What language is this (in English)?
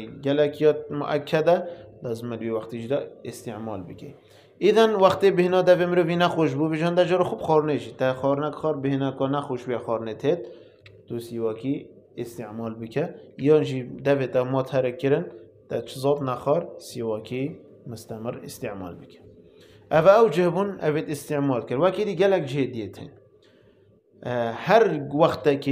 Kurdish